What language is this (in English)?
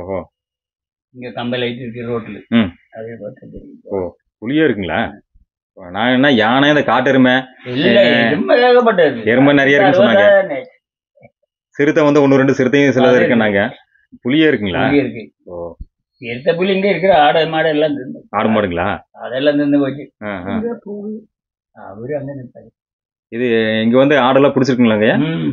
Tamil